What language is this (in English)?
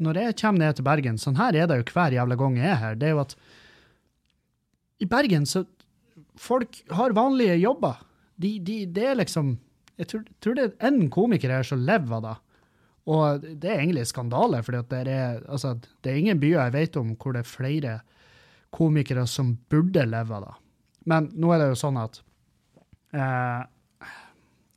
Norwegian